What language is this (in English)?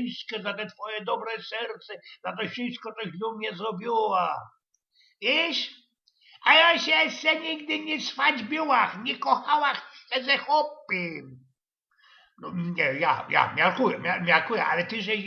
Silesian